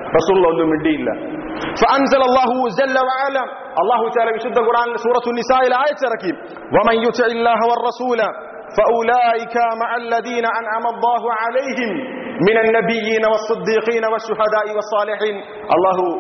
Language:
Malayalam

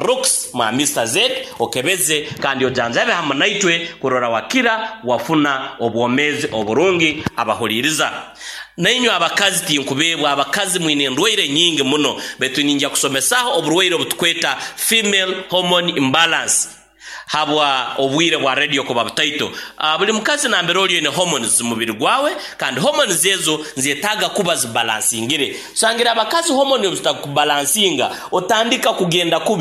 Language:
Nyoro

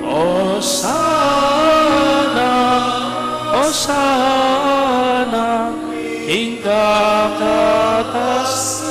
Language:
Pampanga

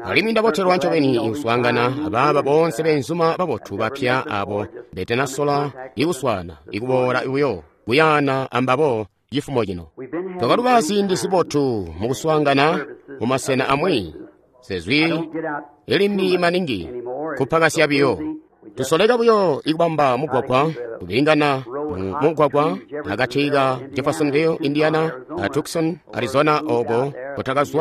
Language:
Tonga (Zambia)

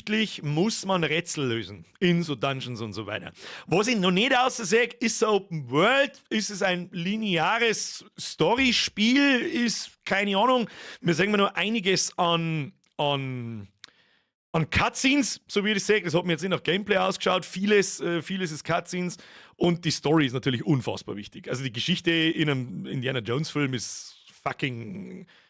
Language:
Bavarian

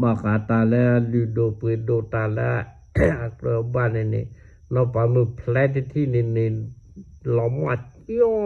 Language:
S'gaw Karen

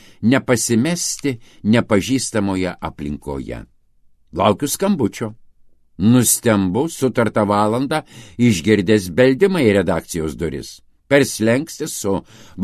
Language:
Lithuanian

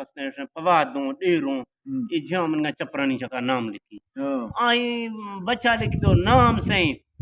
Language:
Eastern Balochi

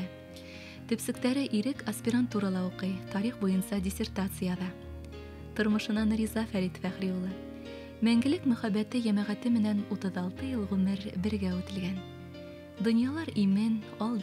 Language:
Bashkir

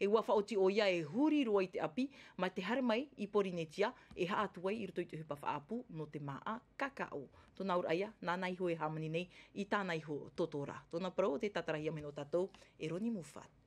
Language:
Tahitian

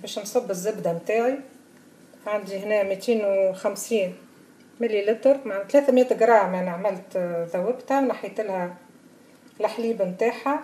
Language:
Tunisian Arabic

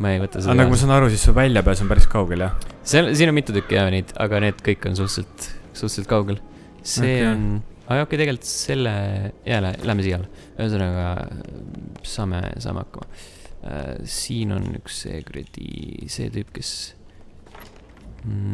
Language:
Estonian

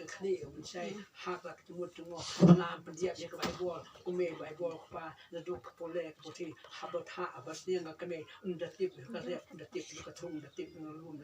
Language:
Khasi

